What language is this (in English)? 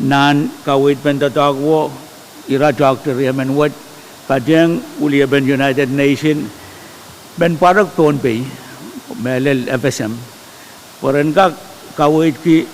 Pohnpeian